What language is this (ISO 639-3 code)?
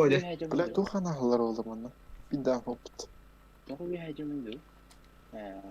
sah